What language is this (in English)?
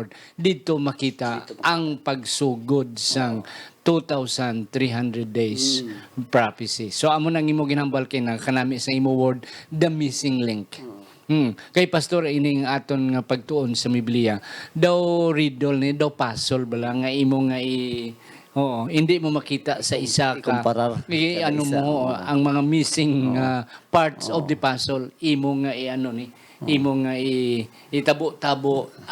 Hiligaynon